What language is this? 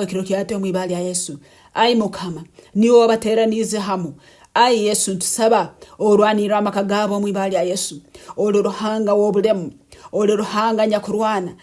Nyankole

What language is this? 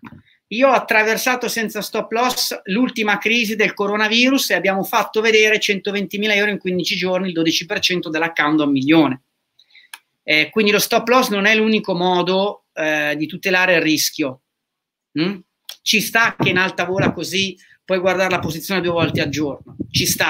Italian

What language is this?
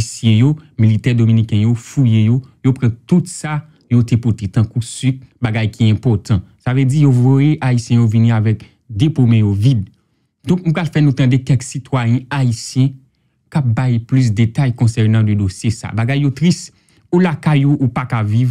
Haitian Creole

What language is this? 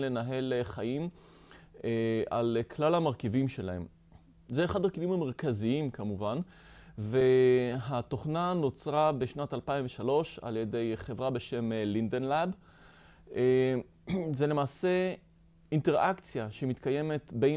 Hebrew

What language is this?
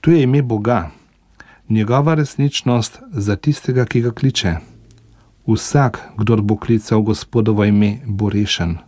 Slovenian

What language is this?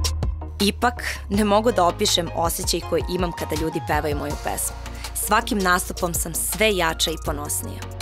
Serbian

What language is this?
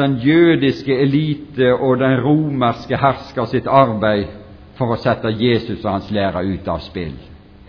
Norwegian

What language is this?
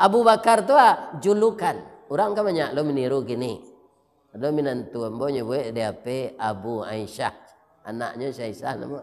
Minangkabau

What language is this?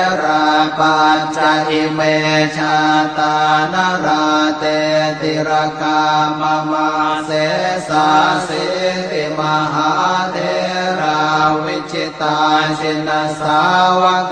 Pali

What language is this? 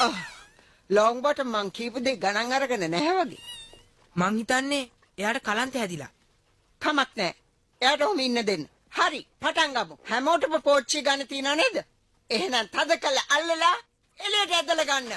Sinhala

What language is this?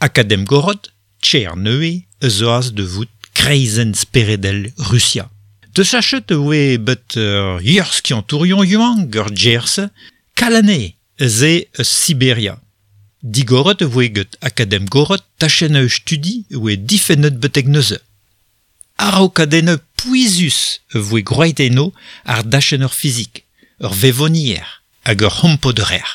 Breton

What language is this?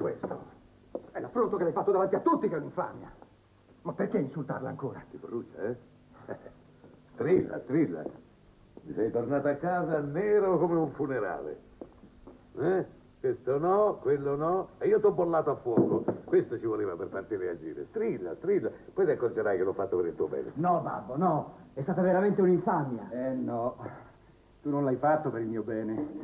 Italian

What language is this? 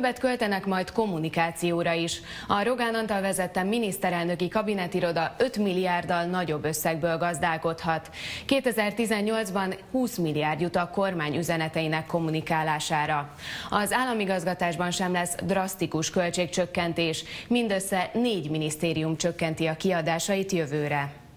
Hungarian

